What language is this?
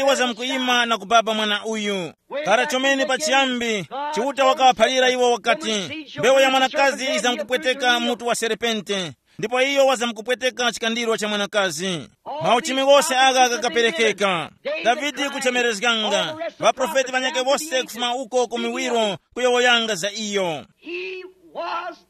Tumbuka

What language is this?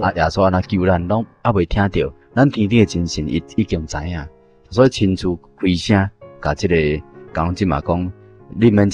Min Nan Chinese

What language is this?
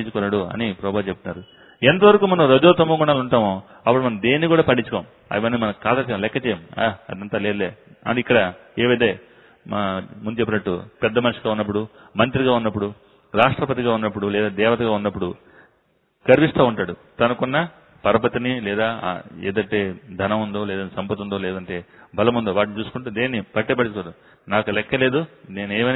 Telugu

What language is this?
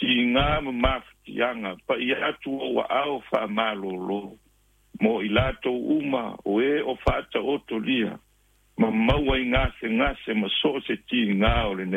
Samoan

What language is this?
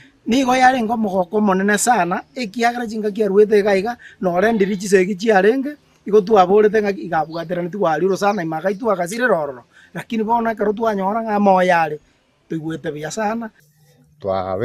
Gusii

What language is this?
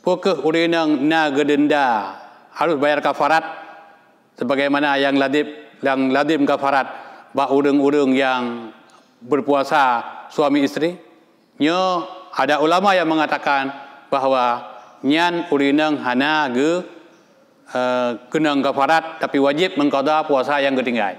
Achinese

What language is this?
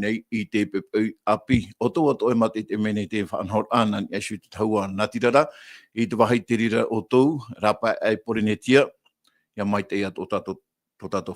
Tahitian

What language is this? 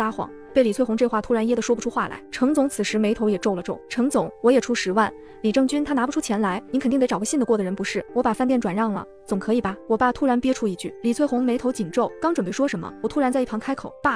Chinese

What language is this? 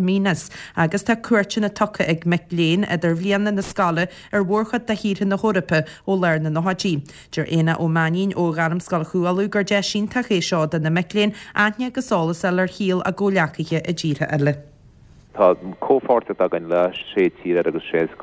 Irish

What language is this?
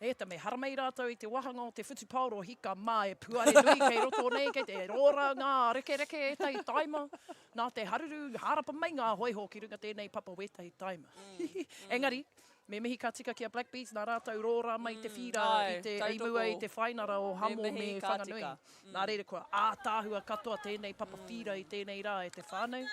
Māori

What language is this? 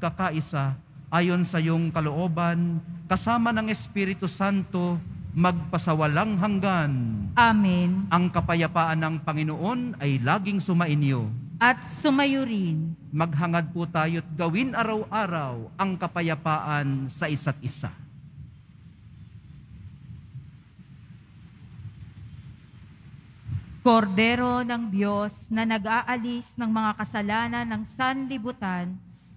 Filipino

